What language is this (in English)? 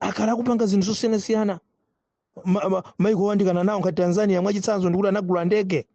Nyanja